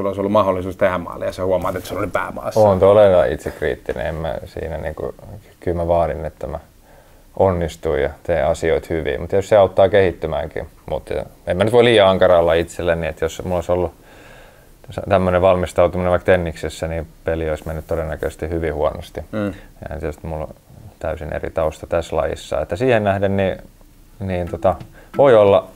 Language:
Finnish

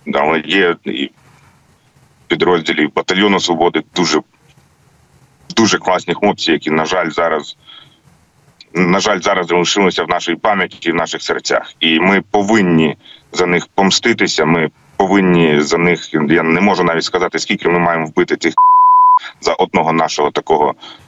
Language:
Ukrainian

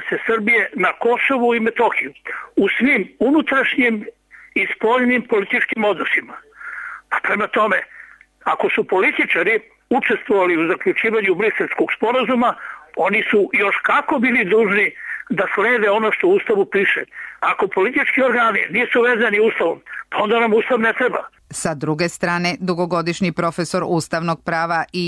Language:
Serbian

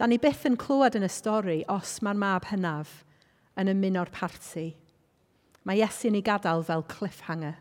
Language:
Welsh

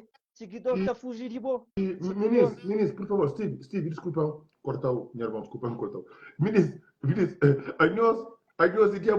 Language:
Kabuverdianu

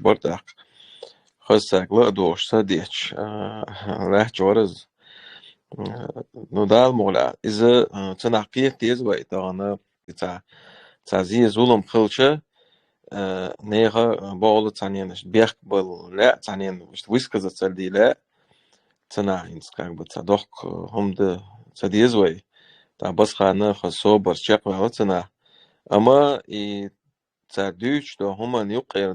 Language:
Chechen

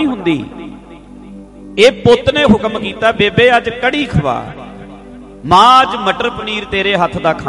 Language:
Punjabi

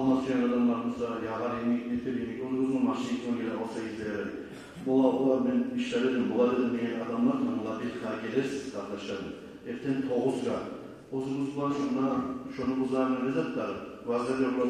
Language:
Kumyk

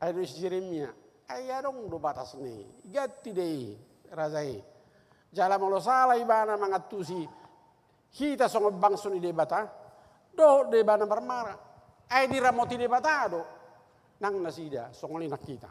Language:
Batak Toba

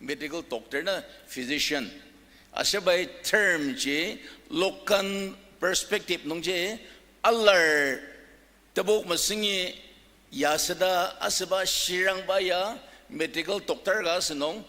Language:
Ao Naga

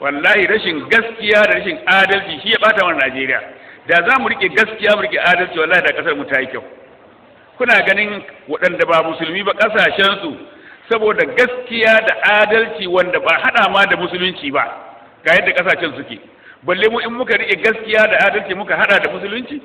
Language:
Hausa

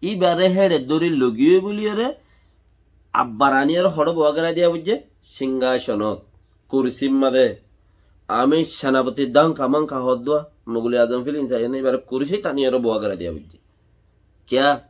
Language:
Rohingya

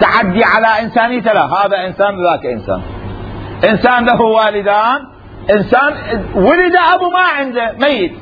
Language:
Mesopotamian Arabic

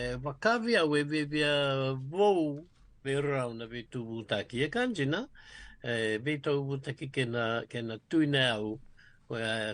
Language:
Fijian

